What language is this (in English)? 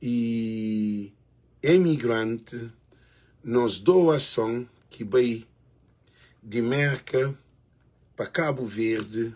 Kabuverdianu